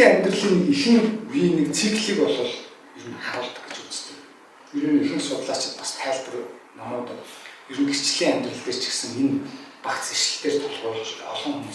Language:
Mongolian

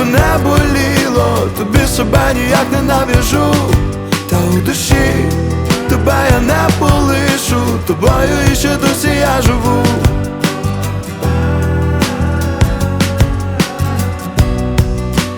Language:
Ukrainian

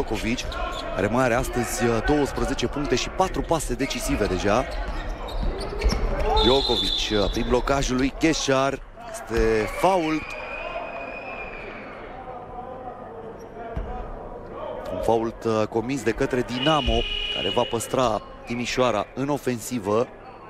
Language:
Romanian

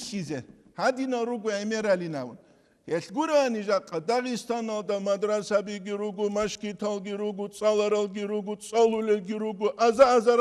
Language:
Avaric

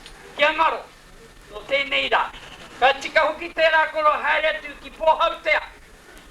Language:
Māori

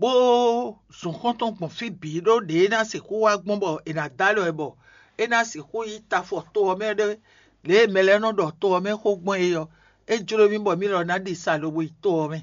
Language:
Fon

